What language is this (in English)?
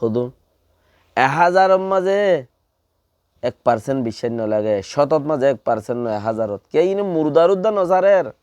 Rohingya